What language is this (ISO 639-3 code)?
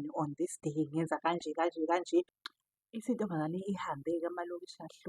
zul